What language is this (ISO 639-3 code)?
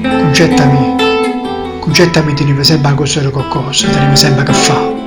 nap